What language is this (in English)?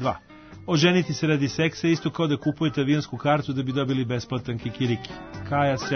Serbian